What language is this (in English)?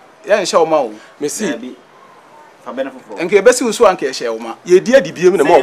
Akan